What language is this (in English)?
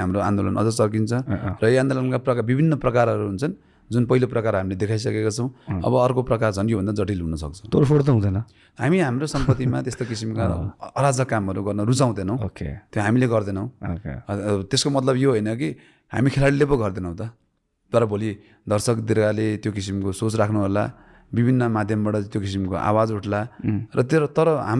Nepali